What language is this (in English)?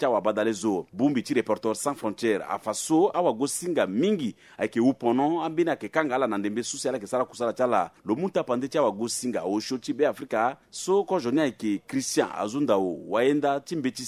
Sango